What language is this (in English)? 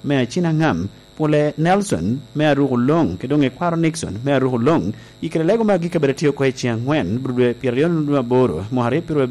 Lango (Uganda)